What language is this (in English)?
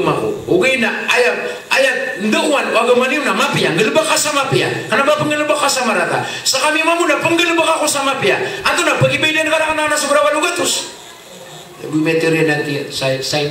Maranao